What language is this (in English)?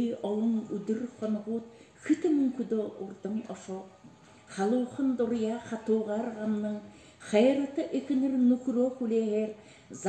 Buriat